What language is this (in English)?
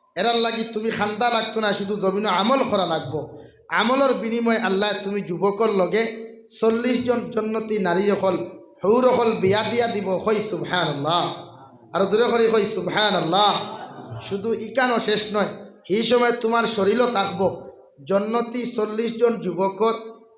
Sylheti